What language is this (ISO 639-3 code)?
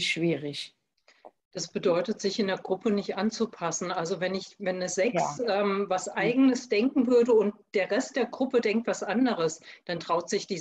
deu